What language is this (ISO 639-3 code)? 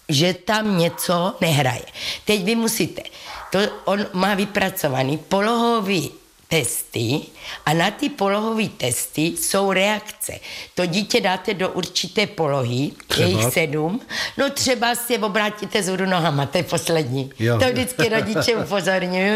ces